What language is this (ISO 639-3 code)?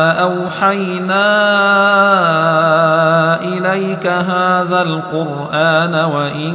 ara